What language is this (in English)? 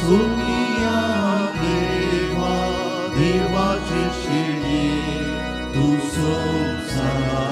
Konkani